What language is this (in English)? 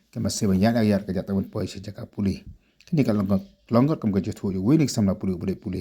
Khasi